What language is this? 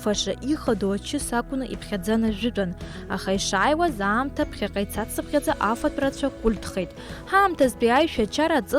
Abkhazian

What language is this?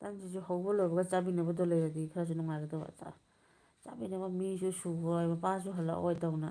Manipuri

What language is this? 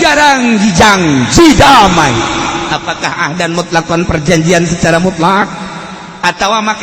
Sundanese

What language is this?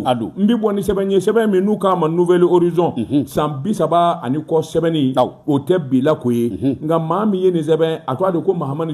Bambara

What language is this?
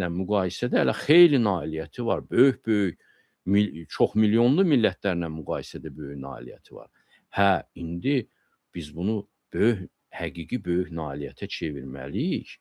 Azerbaijani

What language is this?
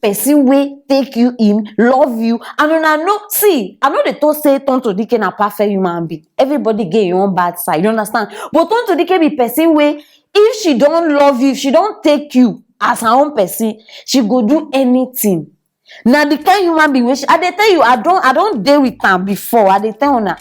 Nigerian Pidgin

